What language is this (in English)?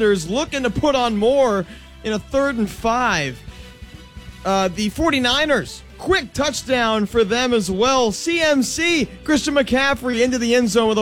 English